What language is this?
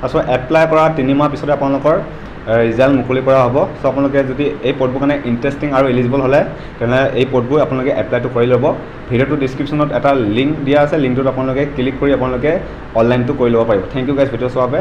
Assamese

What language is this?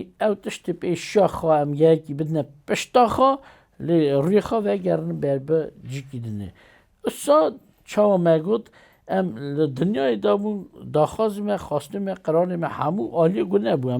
Kurdish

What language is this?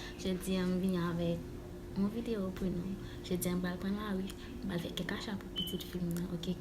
Haitian Creole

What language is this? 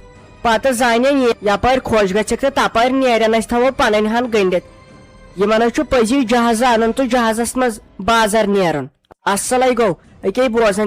Kashmiri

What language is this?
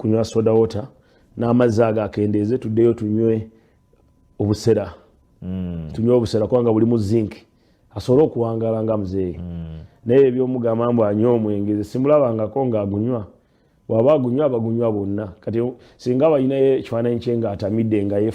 Ganda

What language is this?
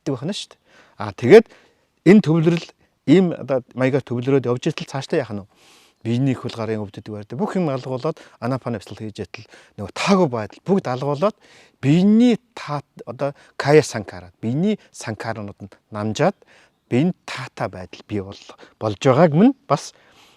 Mongolian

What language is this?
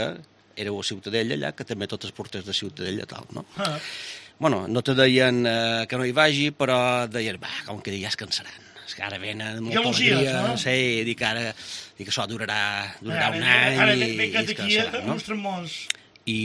Catalan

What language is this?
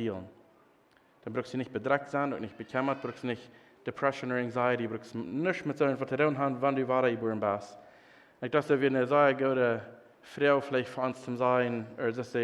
Plautdietsch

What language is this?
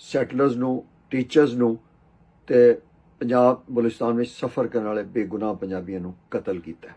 Western Panjabi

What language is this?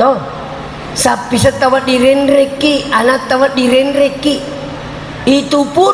Buginese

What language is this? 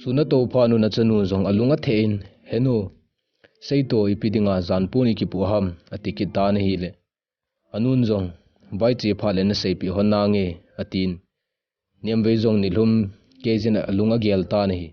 Thado Chin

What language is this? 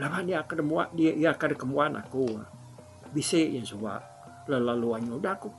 Iban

